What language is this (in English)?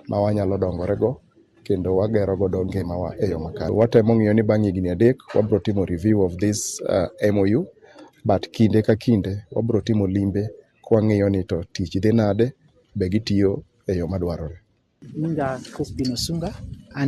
Luo (Kenya and Tanzania)